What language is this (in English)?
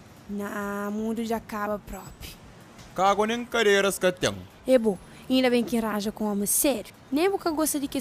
Kabuverdianu